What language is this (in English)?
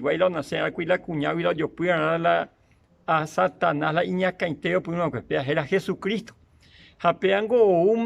Guarani